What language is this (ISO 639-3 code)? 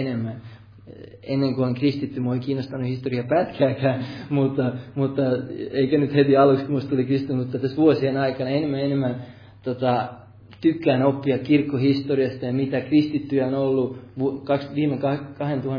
fin